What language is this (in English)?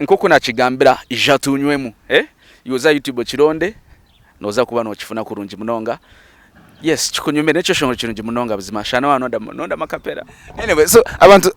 Nyankole